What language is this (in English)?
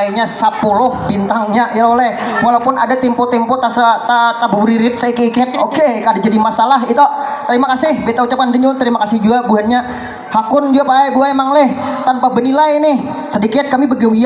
Banjar